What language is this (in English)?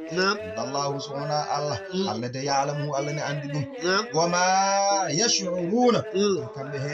Fula